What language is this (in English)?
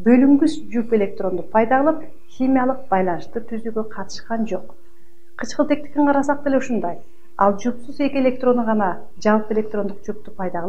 Kyrgyz